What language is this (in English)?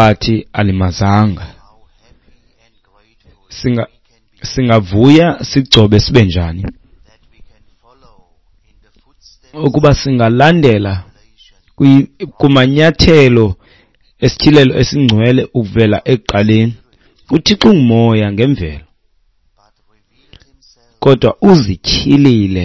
Xhosa